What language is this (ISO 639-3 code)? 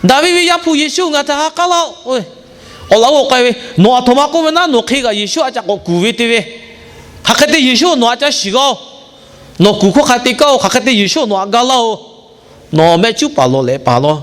lhu